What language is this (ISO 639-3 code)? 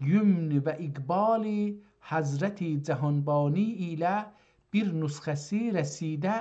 azb